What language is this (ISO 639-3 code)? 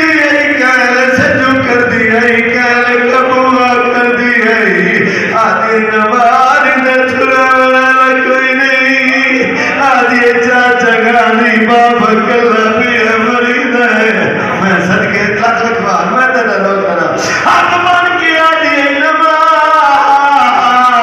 skr